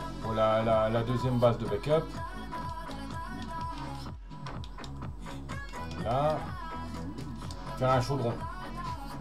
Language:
French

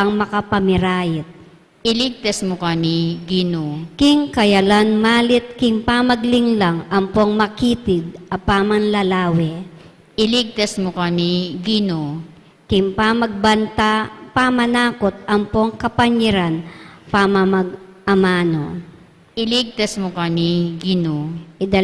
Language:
Pampanga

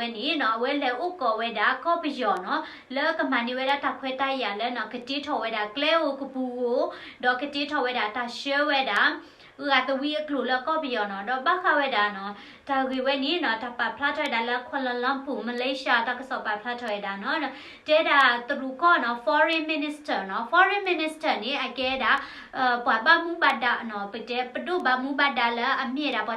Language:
S'gaw Karen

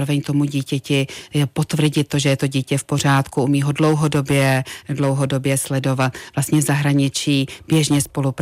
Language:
Czech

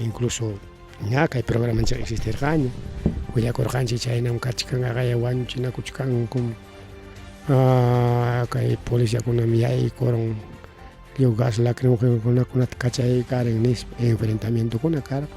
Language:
Ayacucho Quechua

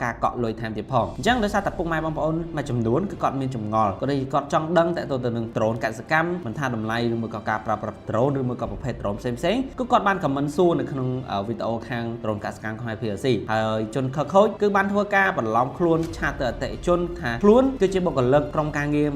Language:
Khmer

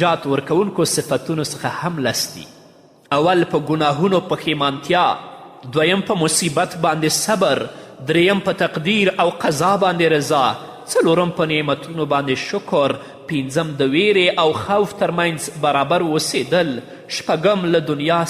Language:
Pashto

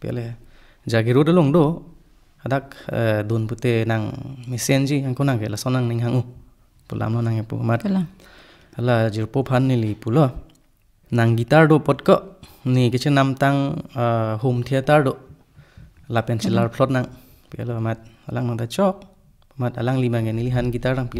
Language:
Karbi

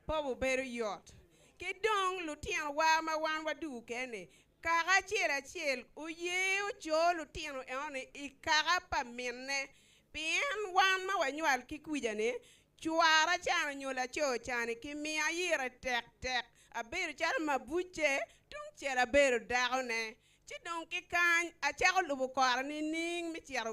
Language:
Acoli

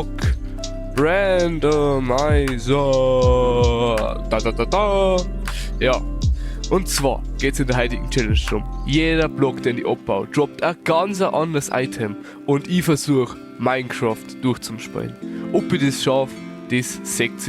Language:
Bavarian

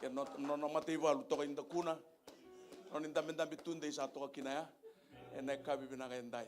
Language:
Fijian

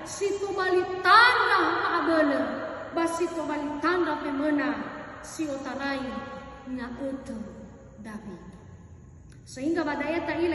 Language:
Nias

